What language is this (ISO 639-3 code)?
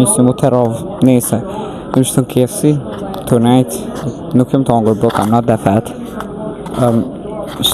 sqi